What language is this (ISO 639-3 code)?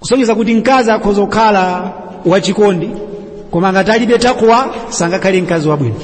nya